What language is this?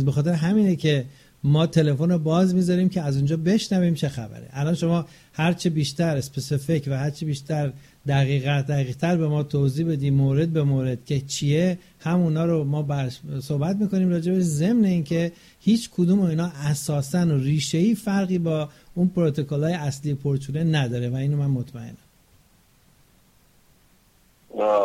Persian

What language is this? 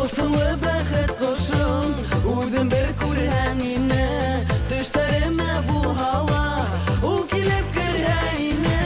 Bashkir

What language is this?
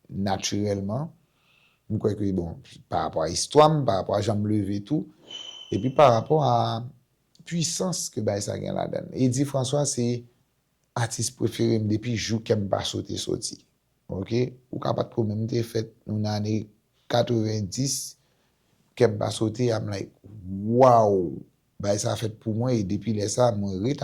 Haitian Creole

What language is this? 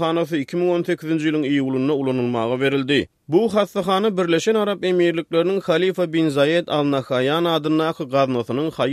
Turkmen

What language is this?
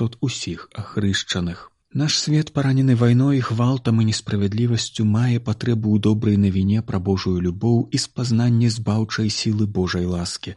Belarusian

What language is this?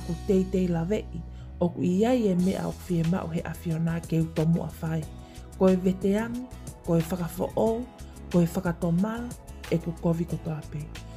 Tongan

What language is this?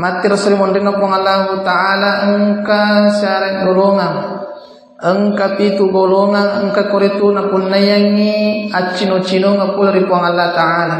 Buginese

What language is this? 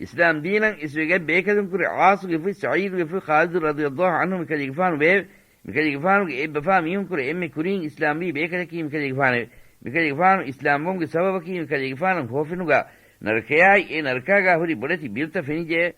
Divehi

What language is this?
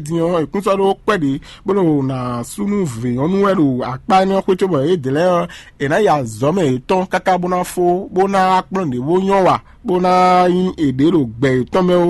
Fon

